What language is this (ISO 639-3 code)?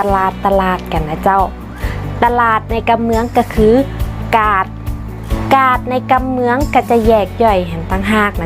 nod